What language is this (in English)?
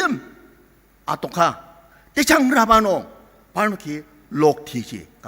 Ao Naga